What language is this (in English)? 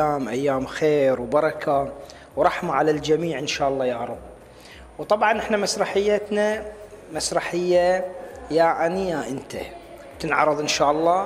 Gulf Arabic